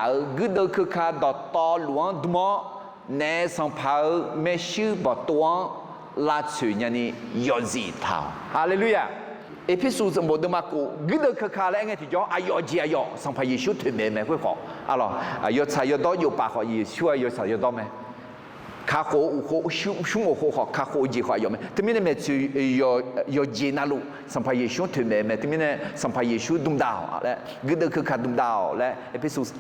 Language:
Akha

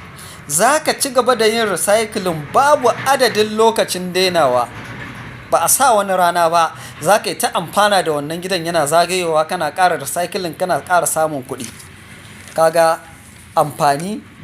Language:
Hausa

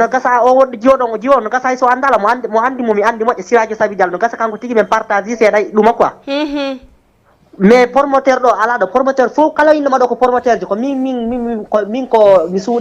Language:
Fula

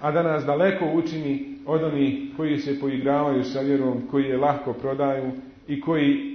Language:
Bosnian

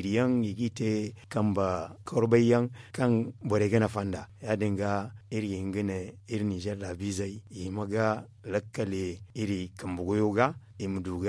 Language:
Zarma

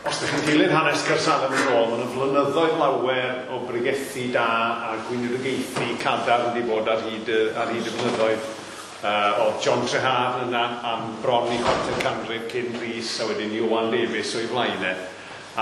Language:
Welsh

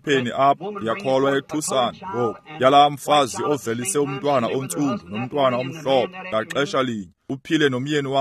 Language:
Xhosa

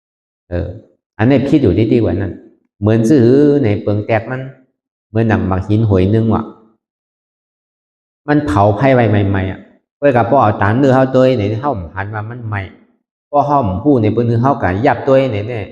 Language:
Shan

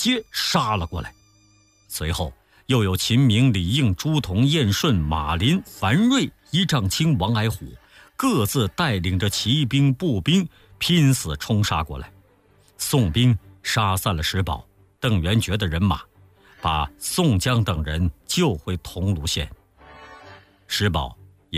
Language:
Chinese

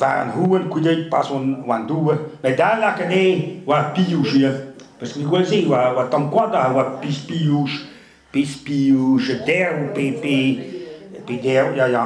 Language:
Breton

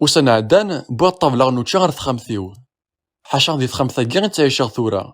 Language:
Kabyle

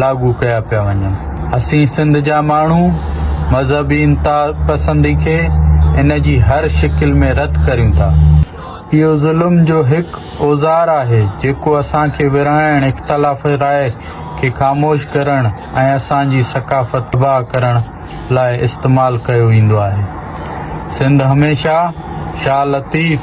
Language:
Sindhi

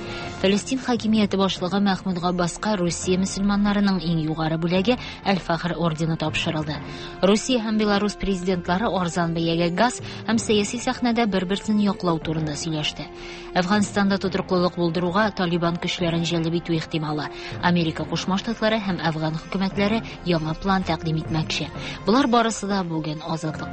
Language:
Tatar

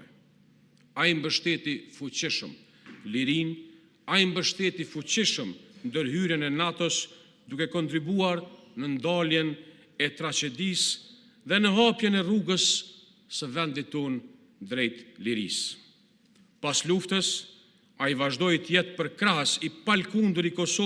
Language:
Albanian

